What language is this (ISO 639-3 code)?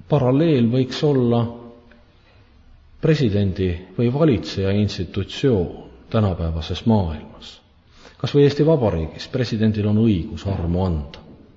est